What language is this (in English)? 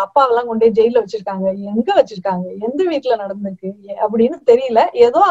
Tamil